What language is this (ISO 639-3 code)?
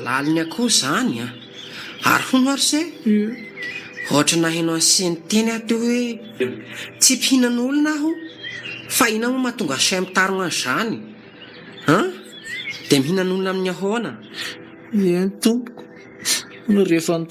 mlg